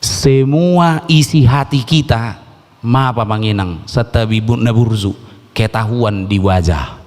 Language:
Batak Toba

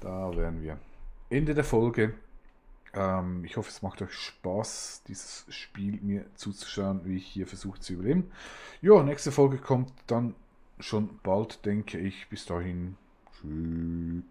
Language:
Swiss German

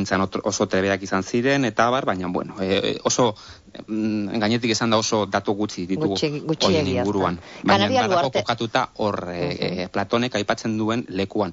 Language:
Basque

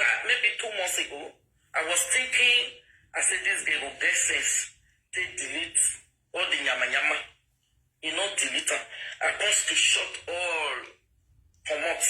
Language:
Nigerian Pidgin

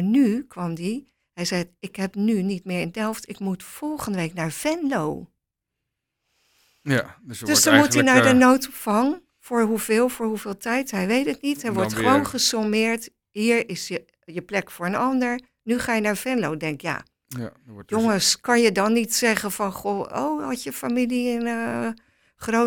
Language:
Dutch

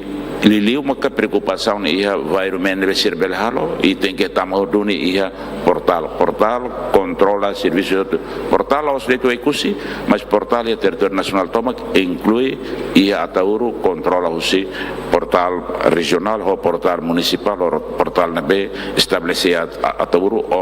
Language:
Tetum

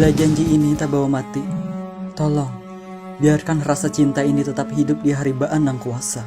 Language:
Banjar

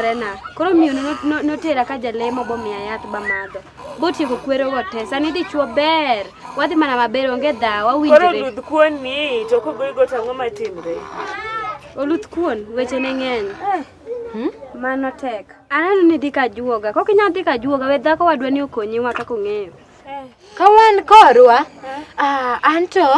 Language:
Luo (Kenya and Tanzania)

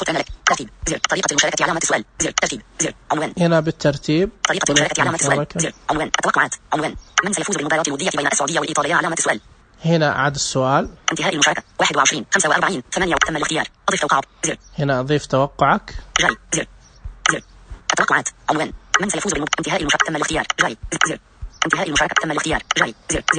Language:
Najdi Arabic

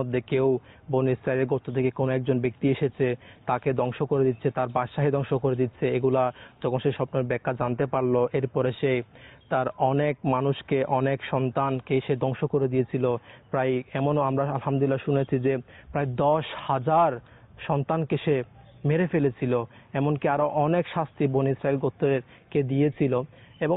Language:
Bangla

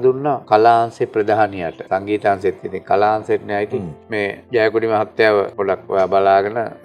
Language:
Sinhala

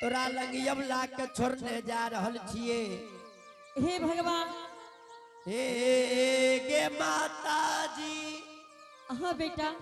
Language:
Angika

